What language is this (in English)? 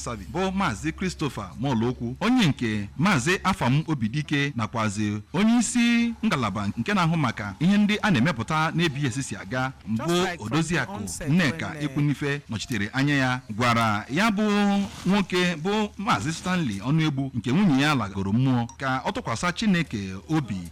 Igbo